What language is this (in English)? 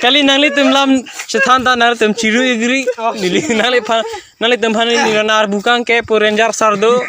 Karbi